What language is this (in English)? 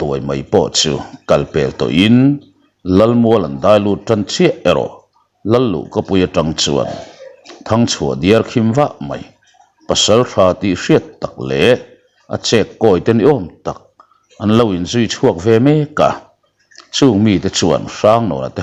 Mizo